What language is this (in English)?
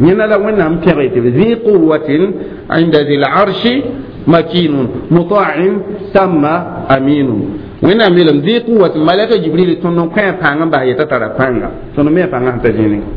Mossi